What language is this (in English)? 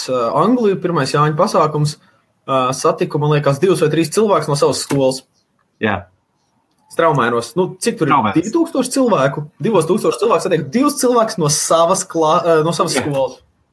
Latvian